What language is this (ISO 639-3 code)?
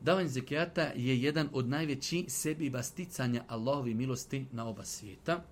bos